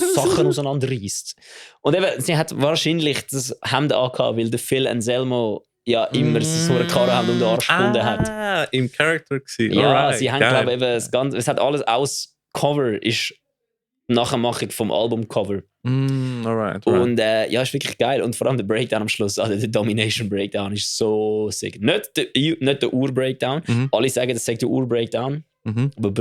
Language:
Swiss German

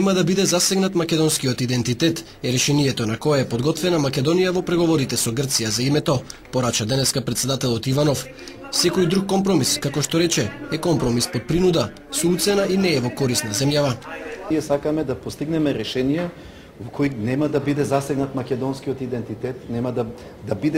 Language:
Macedonian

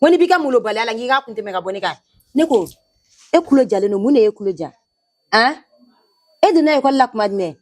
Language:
Bambara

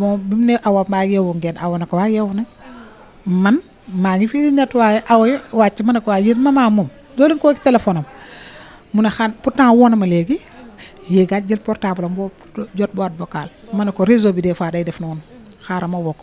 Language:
Wolof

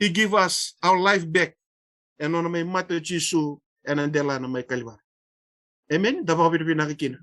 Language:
Fijian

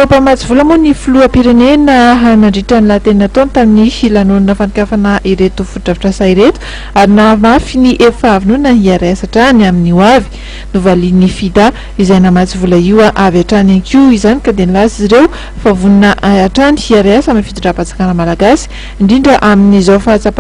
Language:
Malagasy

